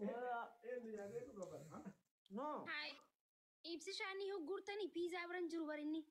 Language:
Oromo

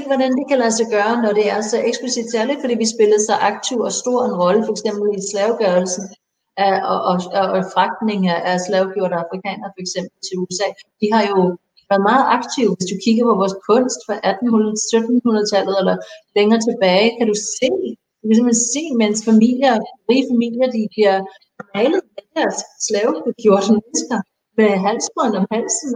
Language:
Danish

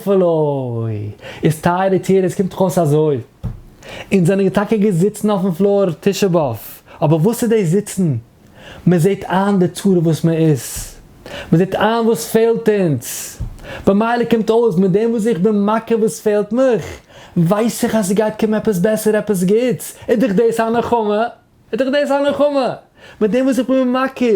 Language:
Yiddish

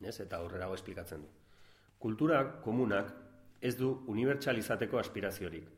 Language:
Basque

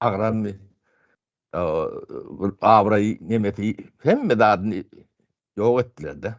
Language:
Turkmen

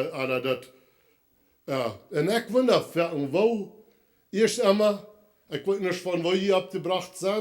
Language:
Plautdietsch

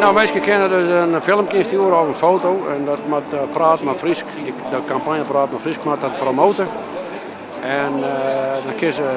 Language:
Western Frisian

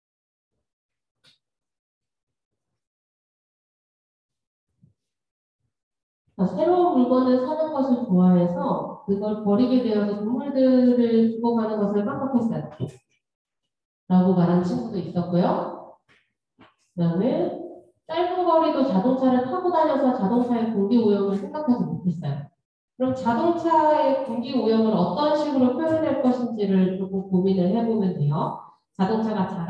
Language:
Korean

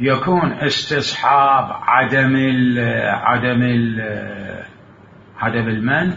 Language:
Mesopotamian Arabic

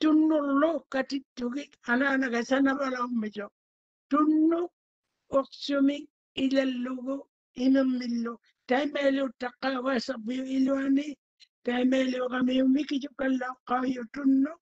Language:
Māori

